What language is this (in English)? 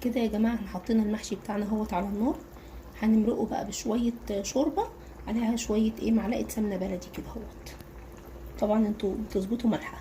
Egyptian Arabic